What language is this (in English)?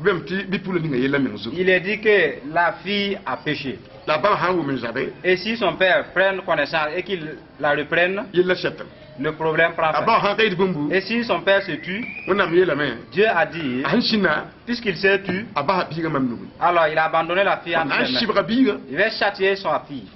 Mossi